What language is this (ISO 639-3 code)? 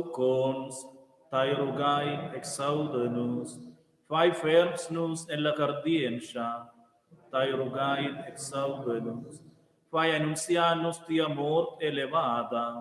roh